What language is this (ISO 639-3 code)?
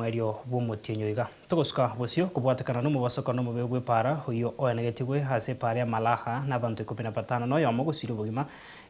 guz